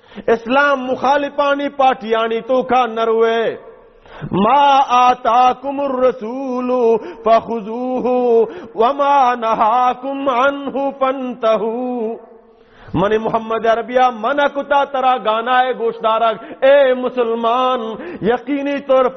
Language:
Baluchi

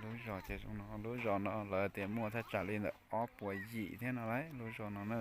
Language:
Hmong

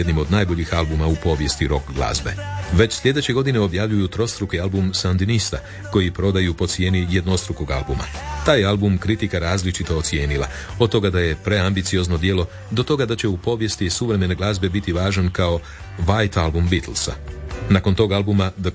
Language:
Croatian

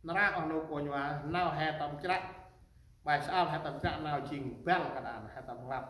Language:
Central Mnong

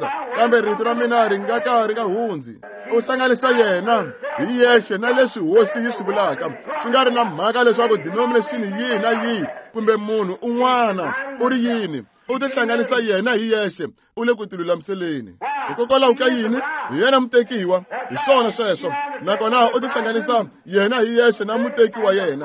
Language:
Tsonga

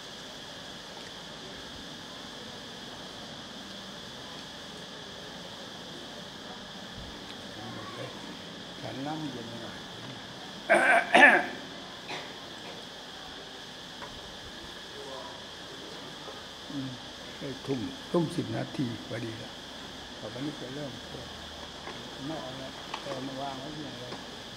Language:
Thai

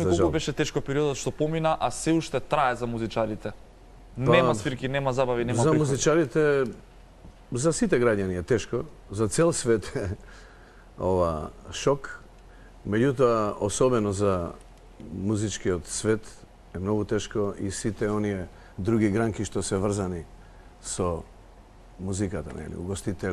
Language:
Macedonian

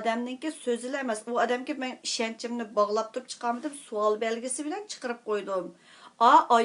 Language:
Uyghur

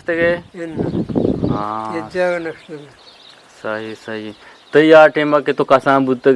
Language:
Eastern Balochi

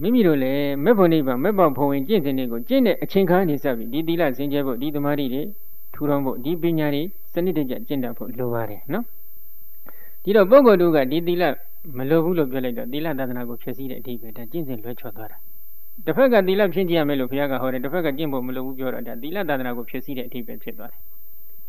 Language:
Burmese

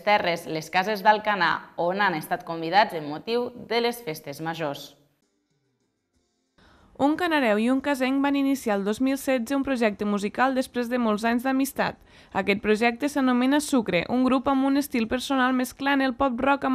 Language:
Catalan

